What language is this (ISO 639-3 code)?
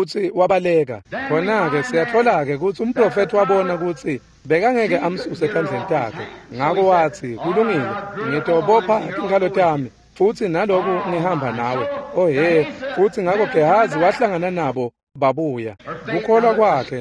ssw